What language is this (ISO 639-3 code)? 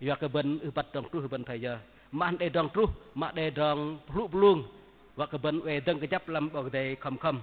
bdq